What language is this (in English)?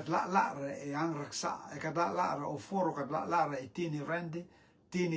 Rotuman